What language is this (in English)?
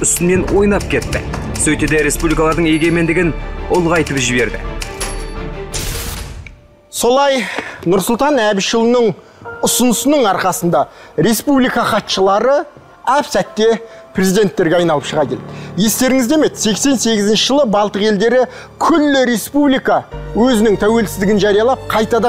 Kazakh